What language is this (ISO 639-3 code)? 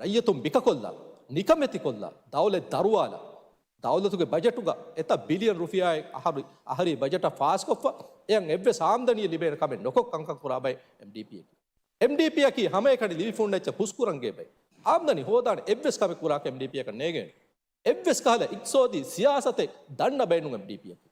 div